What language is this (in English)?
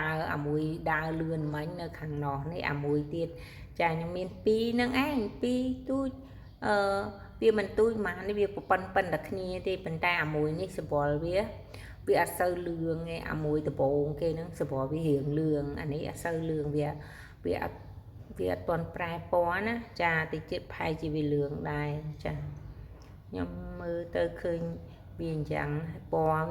Khmer